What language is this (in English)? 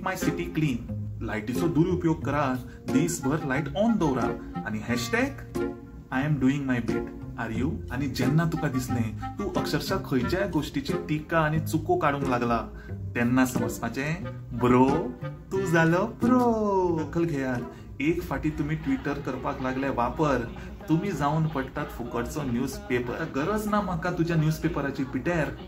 Konkani